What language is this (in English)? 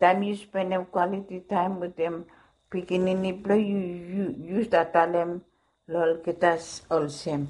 Bislama